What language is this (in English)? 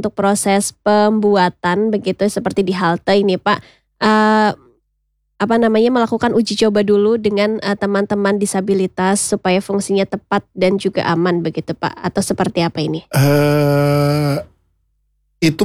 Indonesian